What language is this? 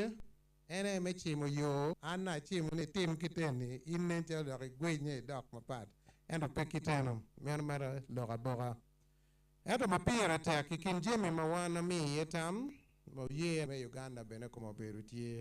Acoli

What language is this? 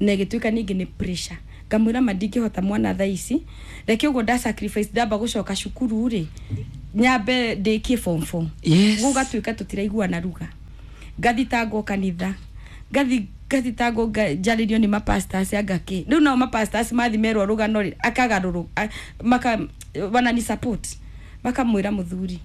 Kikuyu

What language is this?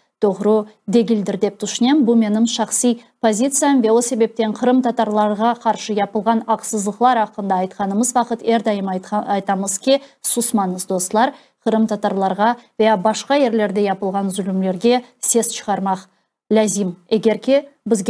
Crimean Tatar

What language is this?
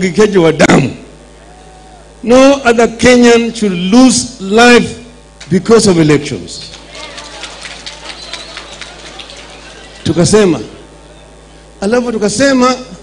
Swahili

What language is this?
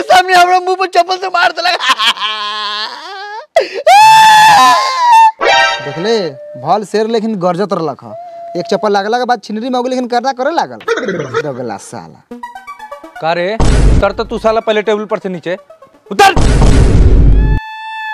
Bhojpuri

